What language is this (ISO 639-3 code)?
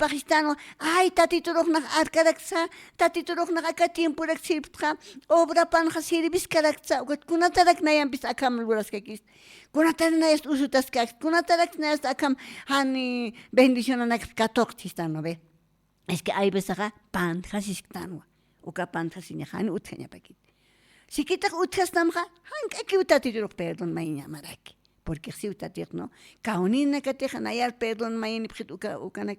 aym